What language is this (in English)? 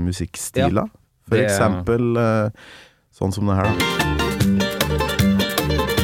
Norwegian